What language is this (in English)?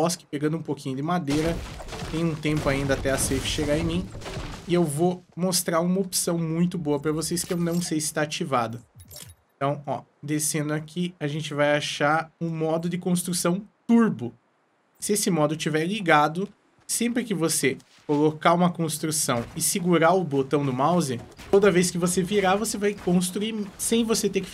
Portuguese